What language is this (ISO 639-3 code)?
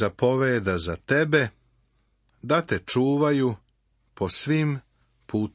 srp